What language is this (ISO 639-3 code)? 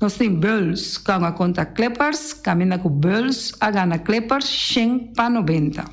pap